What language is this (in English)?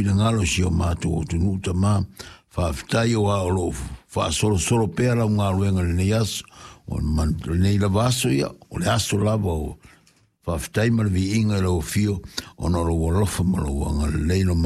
Samoan